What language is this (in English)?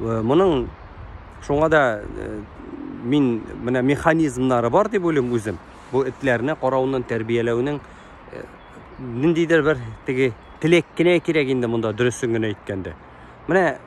Tatar